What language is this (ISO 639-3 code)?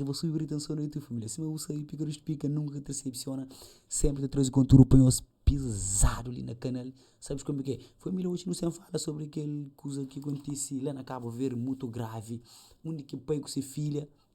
kea